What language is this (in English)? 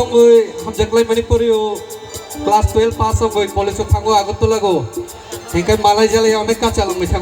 Kok Borok